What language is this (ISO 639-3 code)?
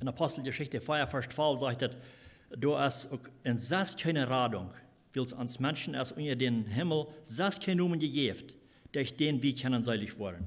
pdt